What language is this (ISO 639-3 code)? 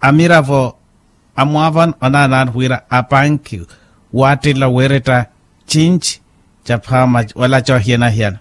vmw